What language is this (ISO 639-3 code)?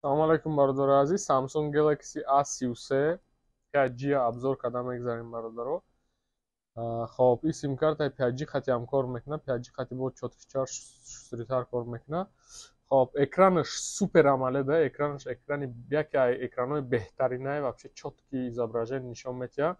tgk